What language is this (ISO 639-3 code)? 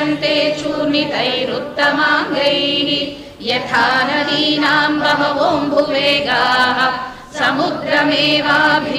san